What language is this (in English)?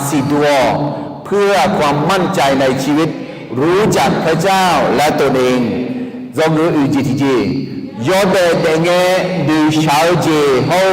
Akha